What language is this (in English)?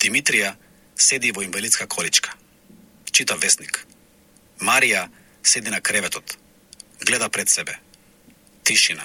Macedonian